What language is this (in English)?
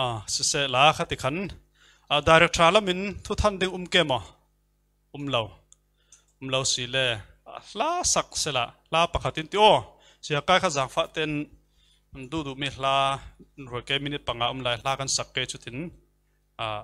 Falam Chin